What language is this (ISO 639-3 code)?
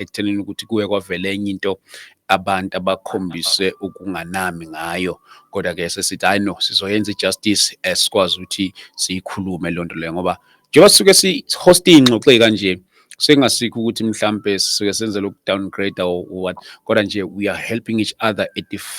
zul